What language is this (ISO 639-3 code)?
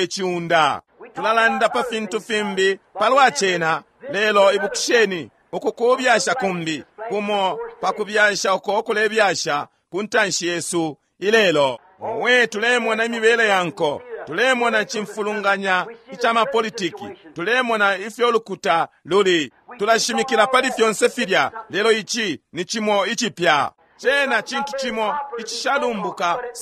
bem